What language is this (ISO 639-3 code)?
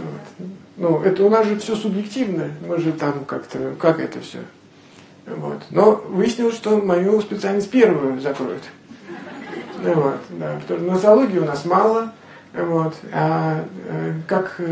rus